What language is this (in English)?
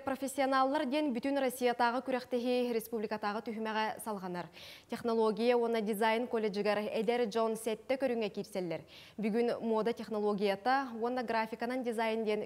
Yakut